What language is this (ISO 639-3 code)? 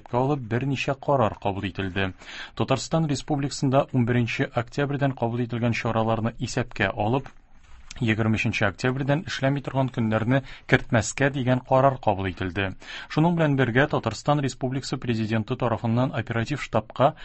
tat